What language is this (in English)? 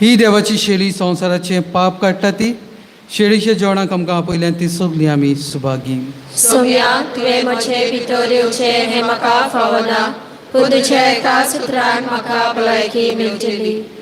Konkani